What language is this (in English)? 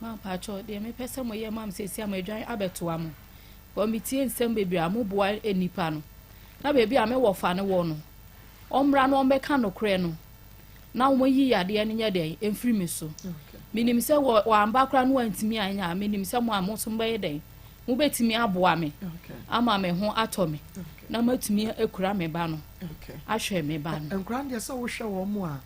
Akan